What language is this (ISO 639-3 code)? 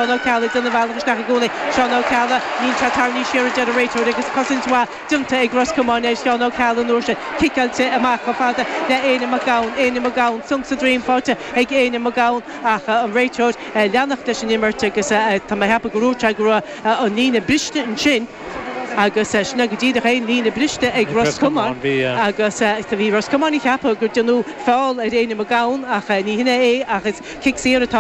gle